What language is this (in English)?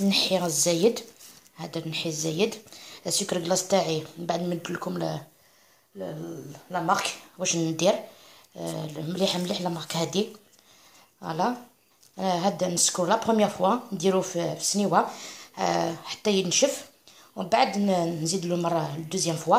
Algerian Arabic